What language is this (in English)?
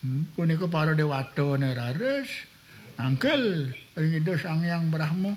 Balinese